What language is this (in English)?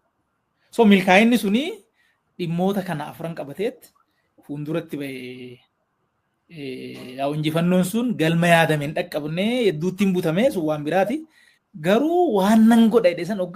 Oromo